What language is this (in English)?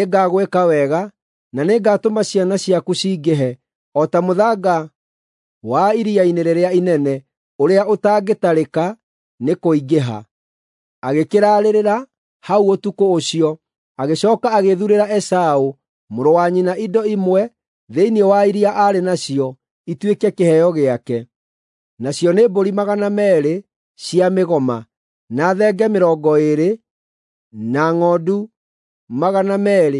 Kikuyu